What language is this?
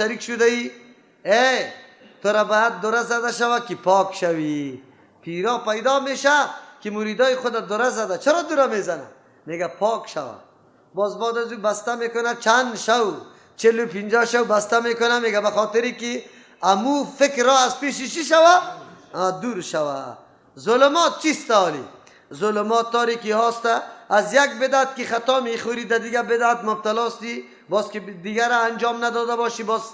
Persian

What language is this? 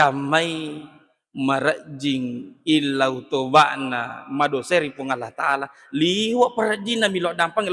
Buginese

